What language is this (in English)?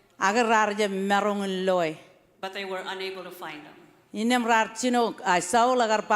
Marshallese